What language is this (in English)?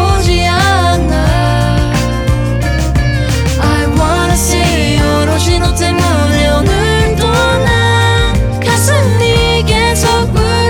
Korean